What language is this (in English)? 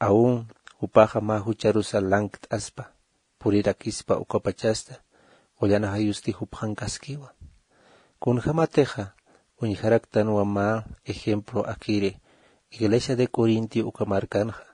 Aymara